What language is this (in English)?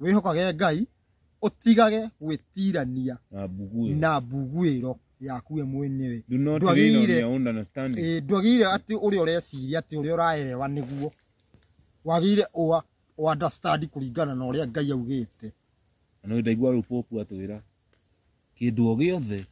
Kikuyu